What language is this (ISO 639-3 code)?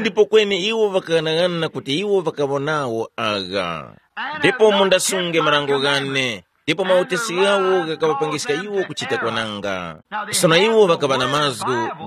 tum